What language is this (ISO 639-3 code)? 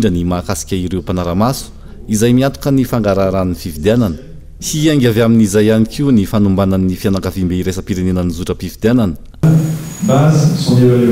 mlg